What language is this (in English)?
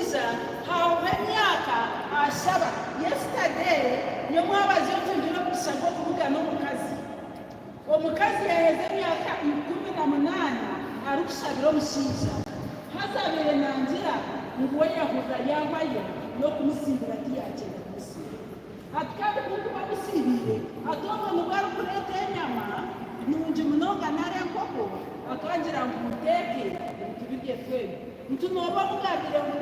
Nyankole